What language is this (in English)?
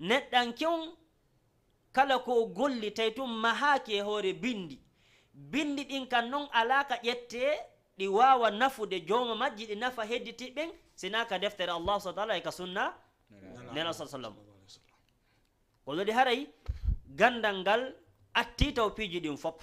Fula